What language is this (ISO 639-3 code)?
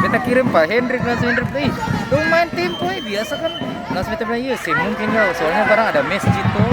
abs